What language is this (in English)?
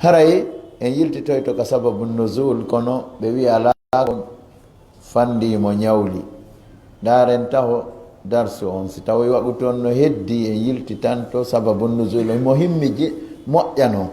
Fula